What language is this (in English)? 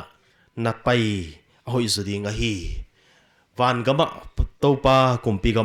Paite Chin